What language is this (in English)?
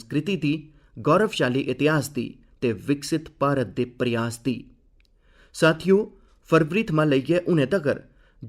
Dogri